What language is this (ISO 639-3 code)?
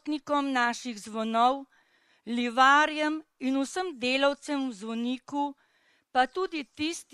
slv